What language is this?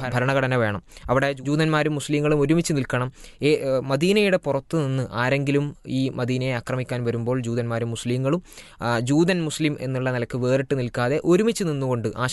Malayalam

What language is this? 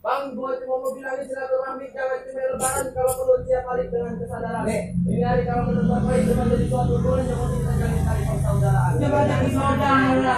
Betawi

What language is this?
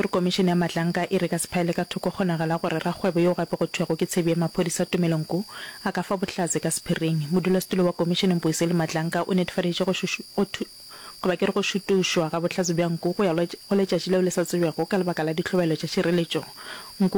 Northern Sotho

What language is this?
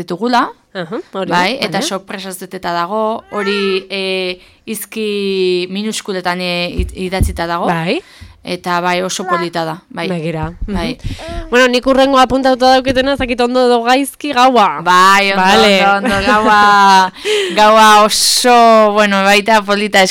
Basque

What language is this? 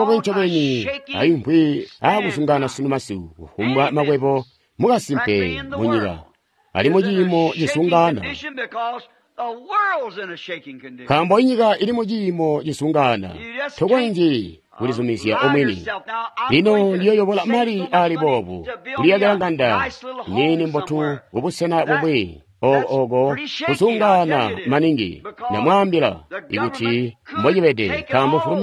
Tonga (Zambia)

